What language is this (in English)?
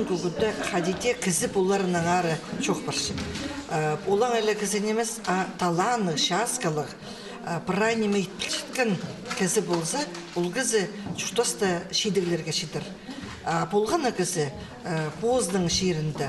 Khakas